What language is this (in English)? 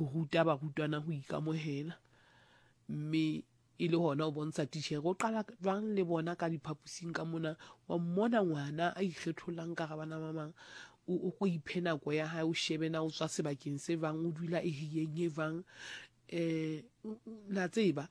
Southern Sotho